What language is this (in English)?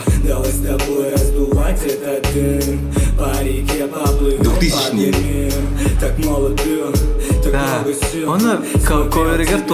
Yakut